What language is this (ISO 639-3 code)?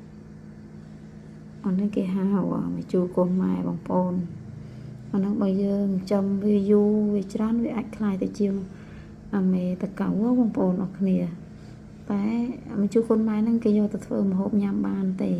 khm